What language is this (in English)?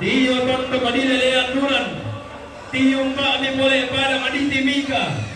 Toraja-Sa'dan